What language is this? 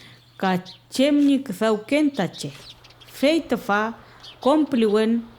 Mapuche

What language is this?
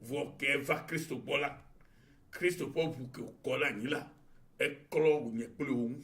Ewe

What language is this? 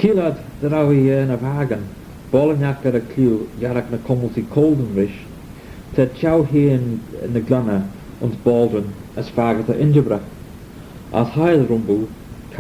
Manx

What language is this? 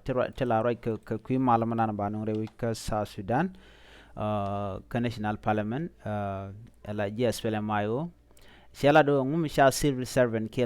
Nuer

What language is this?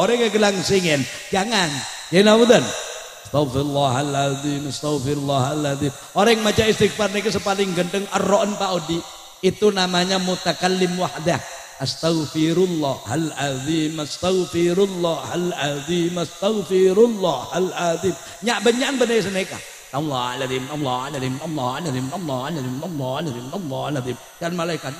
Madurese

